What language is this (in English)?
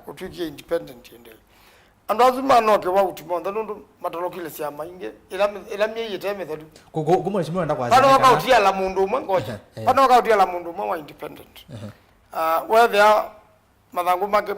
Kamba